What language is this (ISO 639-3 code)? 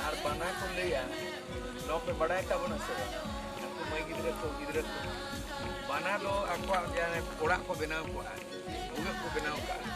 sat